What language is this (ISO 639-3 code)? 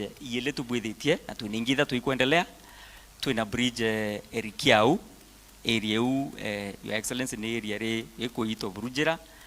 mer